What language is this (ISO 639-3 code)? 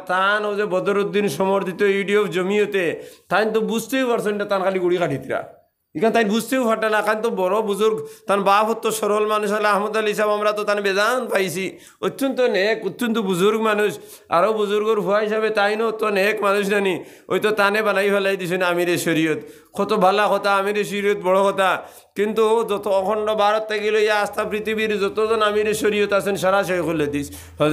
syl